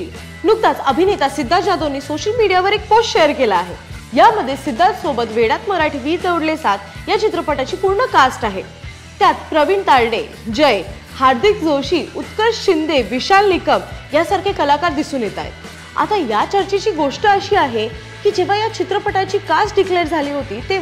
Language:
Marathi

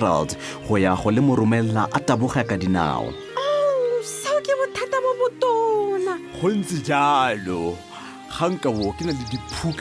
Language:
Tswana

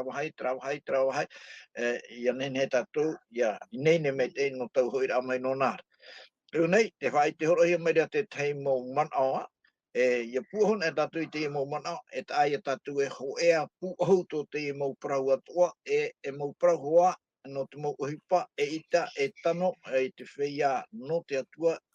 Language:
Tahitian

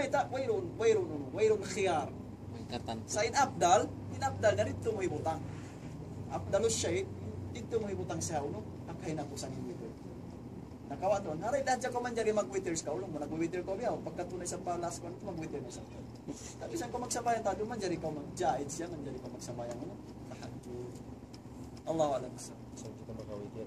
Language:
Tausug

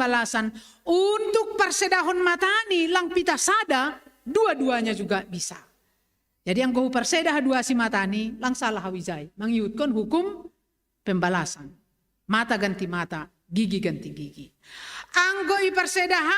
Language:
Batak Simalungun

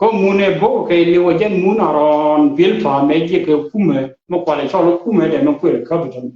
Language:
Nuer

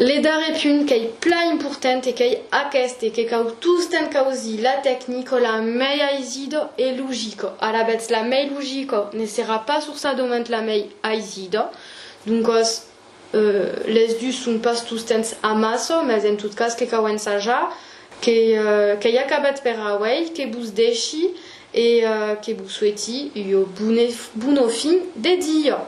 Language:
Occitan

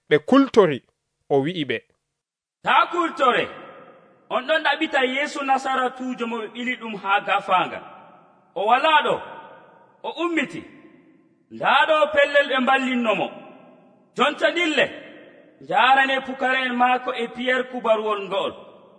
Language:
Nigerian Fulfulde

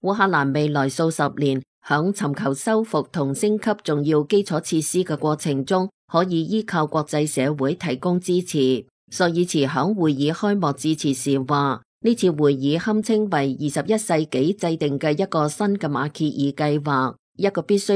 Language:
Cantonese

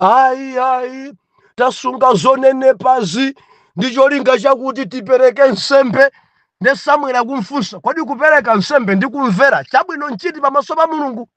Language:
Nyanja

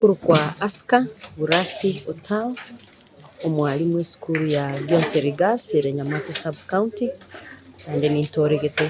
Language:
Gusii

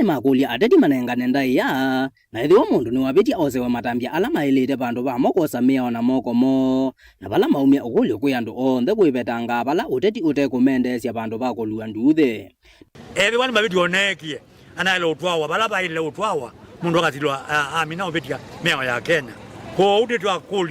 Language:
Kamba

